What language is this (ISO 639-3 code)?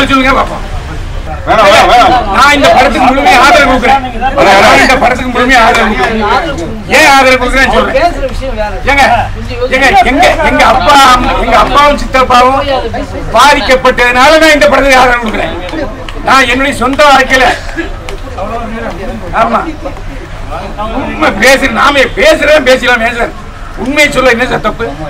tam